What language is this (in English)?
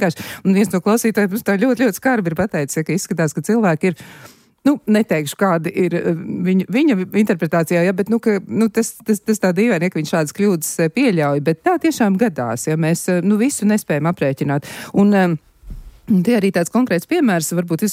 Latvian